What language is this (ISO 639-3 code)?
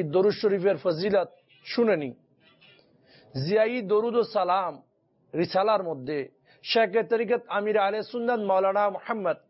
ben